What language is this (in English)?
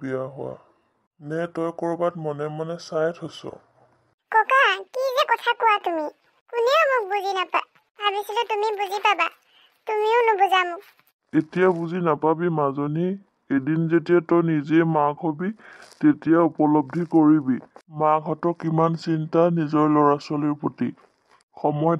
Assamese